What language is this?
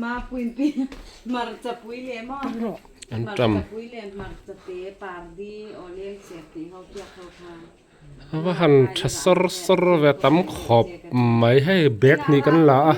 Mizo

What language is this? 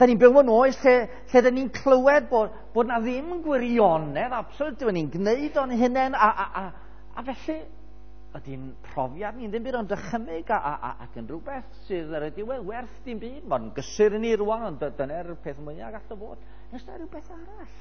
Welsh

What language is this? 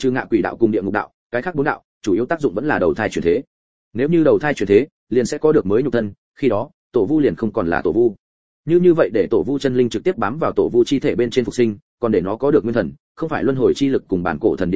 Vietnamese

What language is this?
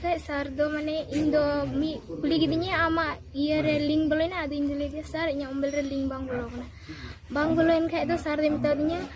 Santali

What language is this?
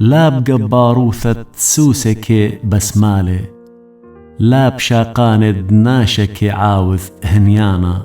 Assyrian Neo-Aramaic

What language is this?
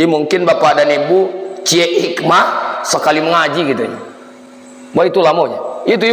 Minangkabau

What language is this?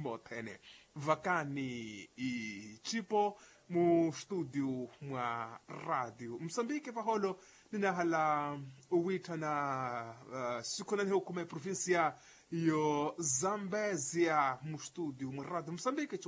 Makhuwa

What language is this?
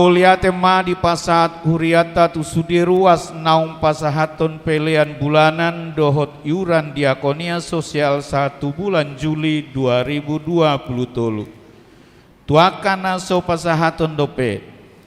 Batak Toba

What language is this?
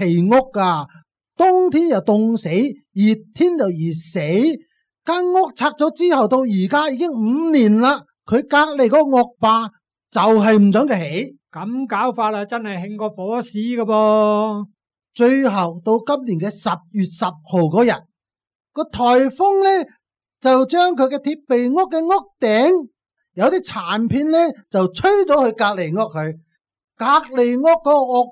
Cantonese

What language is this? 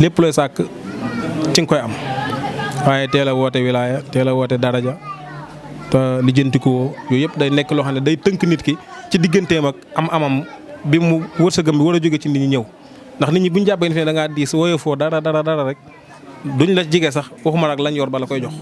Wolof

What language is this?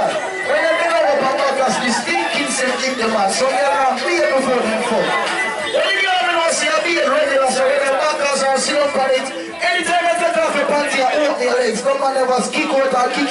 Jamaican Creole English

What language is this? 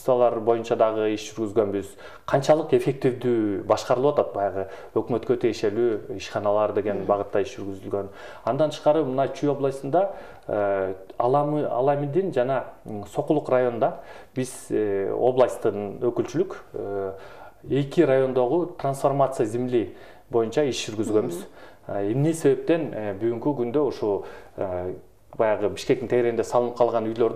Kyrgyz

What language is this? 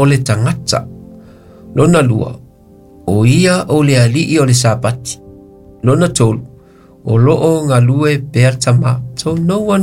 Samoan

